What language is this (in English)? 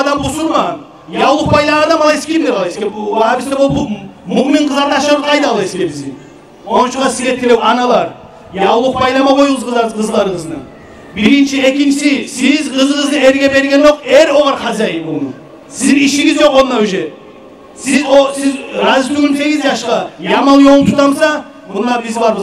Kumyk